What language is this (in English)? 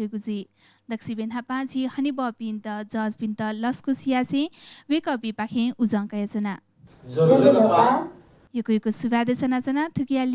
Newari